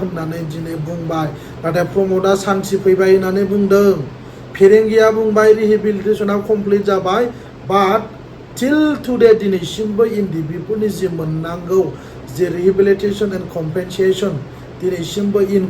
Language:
Bodo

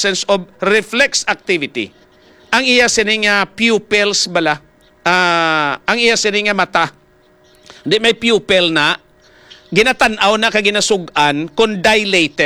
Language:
Hiligaynon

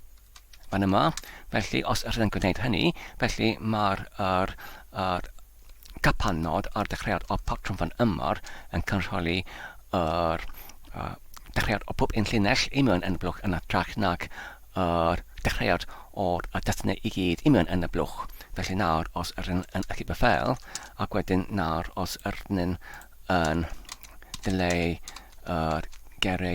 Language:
Welsh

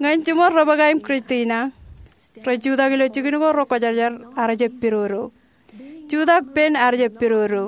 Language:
Marshallese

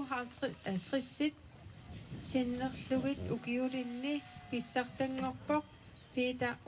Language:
Kalaallisut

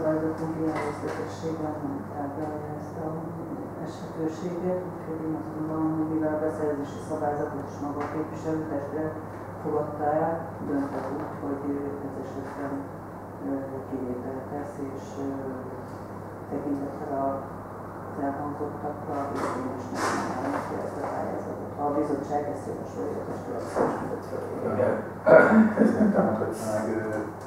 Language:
Hungarian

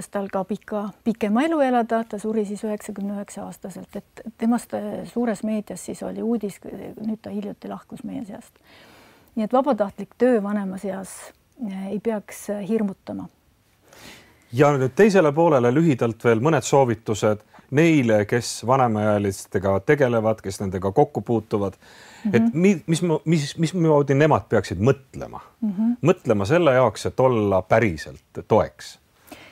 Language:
Estonian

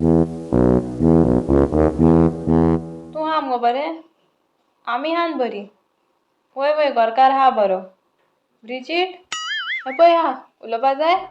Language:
Konkani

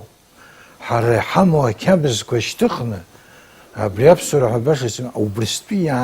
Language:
Abkhazian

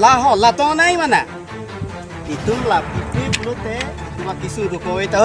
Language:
Karbi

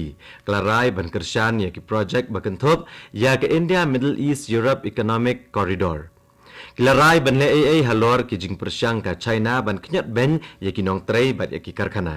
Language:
Khasi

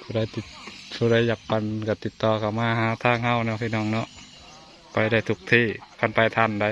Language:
Northeastern Thai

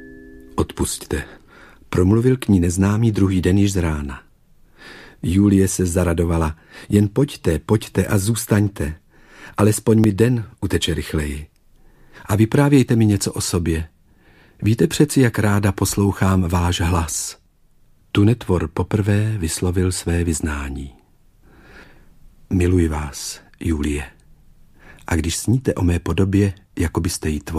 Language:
Czech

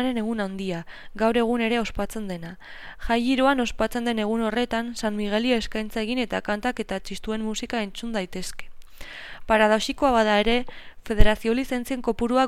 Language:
Basque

